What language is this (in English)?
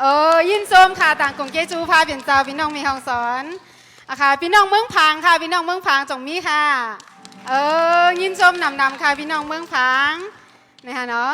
Shan